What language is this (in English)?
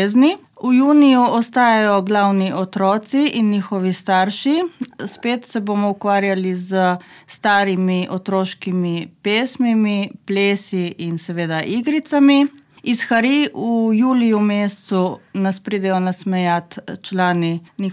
Slovenian